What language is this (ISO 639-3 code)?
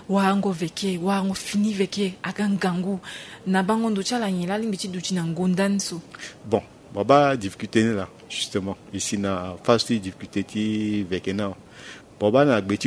sag